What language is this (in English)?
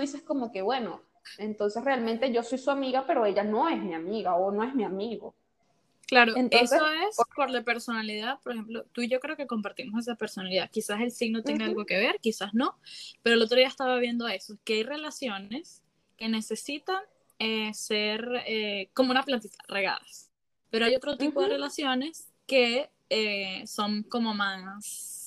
Spanish